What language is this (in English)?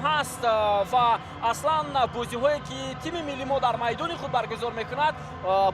Tajik